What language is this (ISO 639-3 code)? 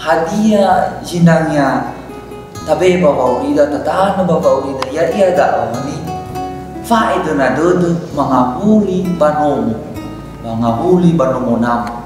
nia